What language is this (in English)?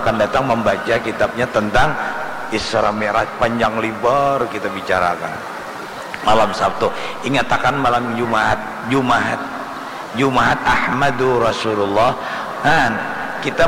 Banjar